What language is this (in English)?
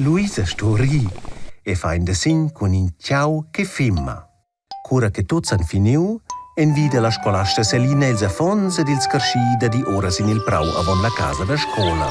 Romansh